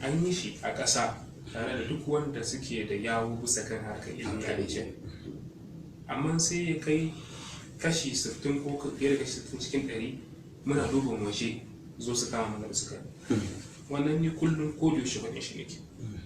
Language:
Hausa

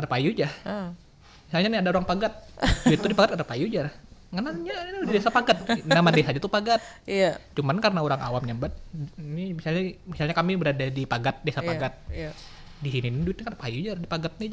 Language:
Banjar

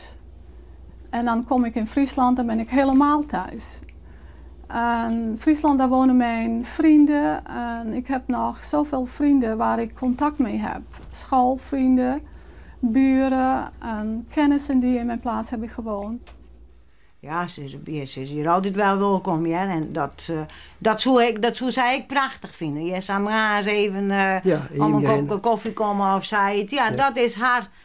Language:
Western Frisian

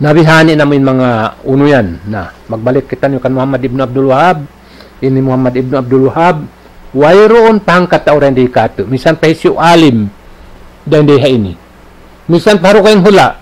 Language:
Tausug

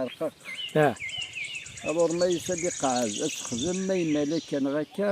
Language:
Kabyle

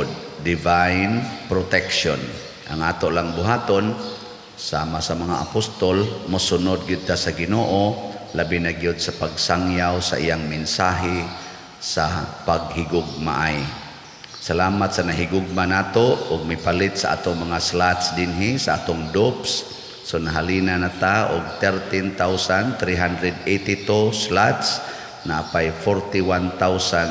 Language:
Cebuano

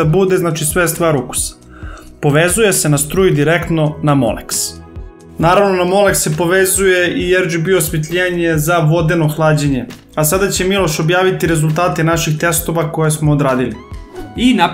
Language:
Serbian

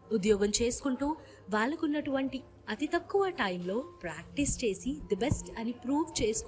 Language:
Telugu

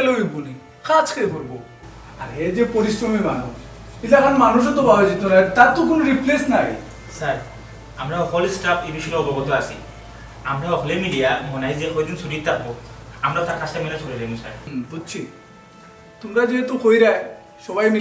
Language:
Sylheti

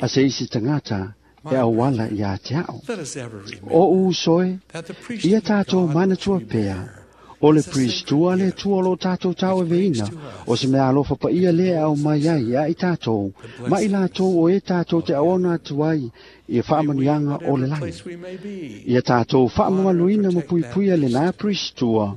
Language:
Samoan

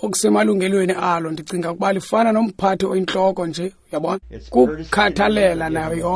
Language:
Xhosa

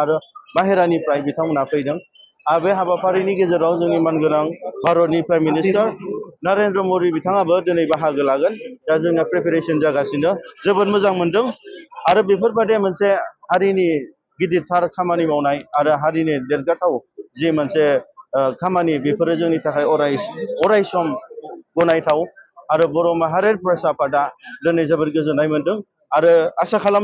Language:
Bodo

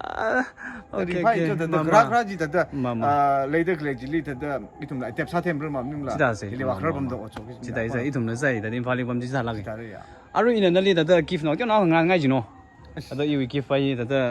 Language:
Tangkhul Naga (India)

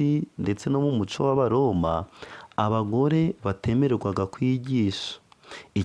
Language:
Kinyarwanda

